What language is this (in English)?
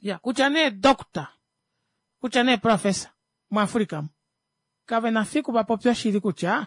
Kuanyama